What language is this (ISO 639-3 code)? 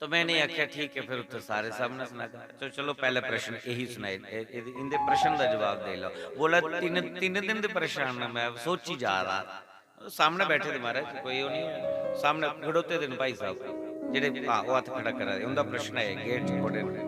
doi